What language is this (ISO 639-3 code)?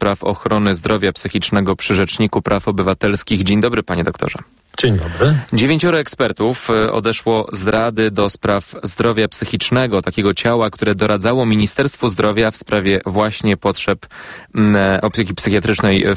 pol